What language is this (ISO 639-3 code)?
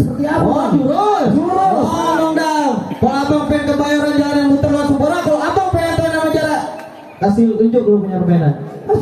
bew